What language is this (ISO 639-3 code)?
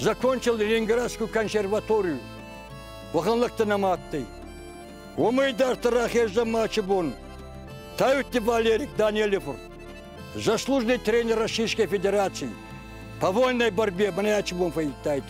oss